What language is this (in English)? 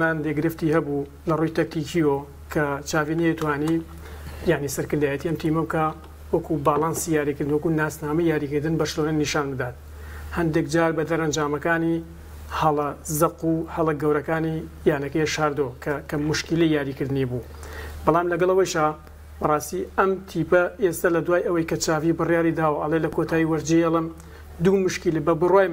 Central Kurdish